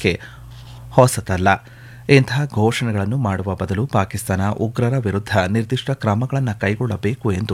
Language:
Kannada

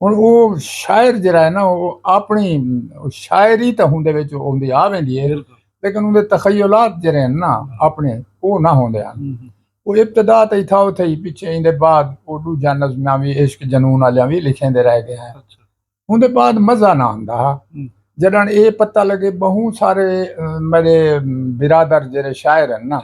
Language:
Saraiki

